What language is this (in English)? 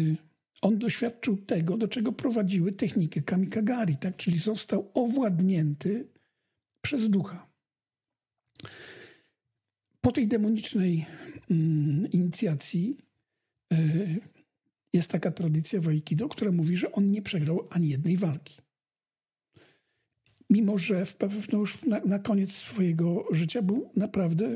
Polish